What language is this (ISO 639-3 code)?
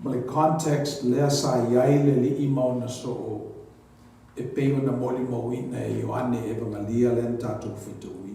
smo